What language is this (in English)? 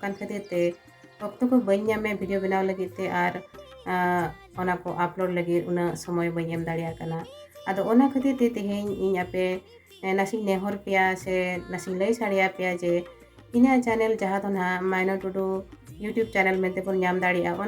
Santali